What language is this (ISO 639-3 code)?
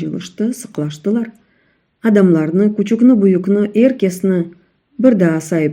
crh